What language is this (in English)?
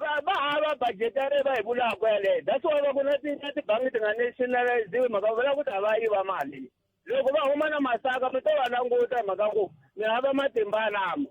Tsonga